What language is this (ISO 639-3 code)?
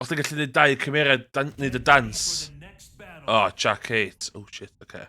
cym